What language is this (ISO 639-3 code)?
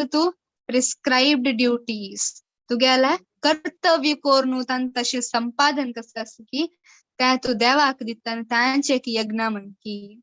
kok